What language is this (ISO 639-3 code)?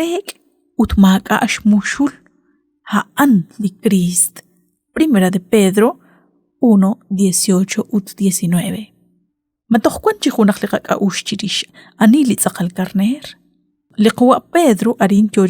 kek